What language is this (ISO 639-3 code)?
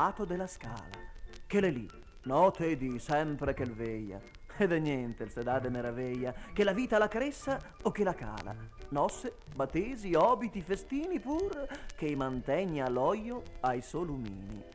vec